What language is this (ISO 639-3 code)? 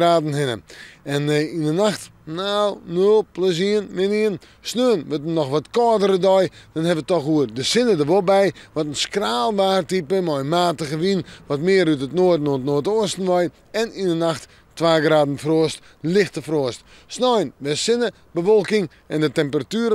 fry